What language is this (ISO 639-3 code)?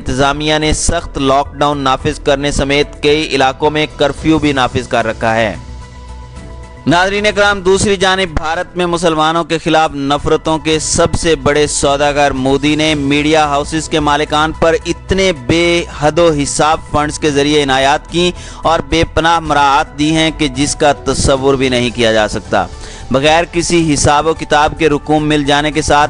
urd